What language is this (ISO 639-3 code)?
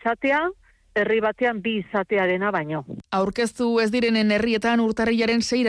eus